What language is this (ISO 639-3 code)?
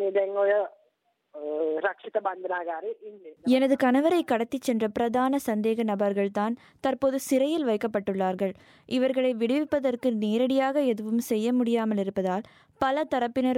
tam